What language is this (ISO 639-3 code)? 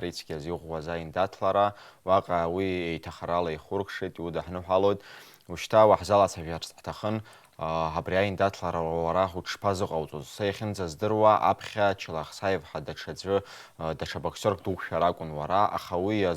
abk